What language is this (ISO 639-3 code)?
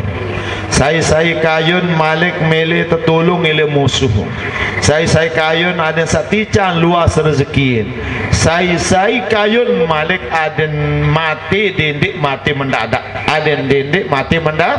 sas